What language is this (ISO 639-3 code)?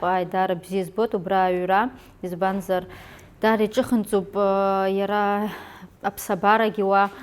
abk